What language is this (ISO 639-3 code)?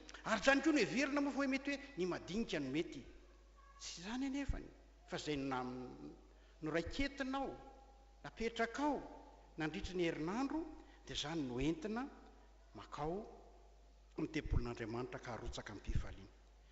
mlg